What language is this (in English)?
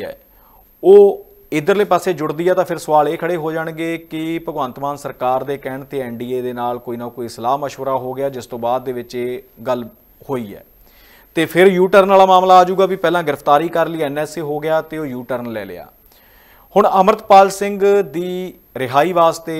Punjabi